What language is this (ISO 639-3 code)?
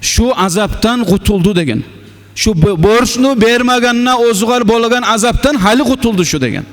kum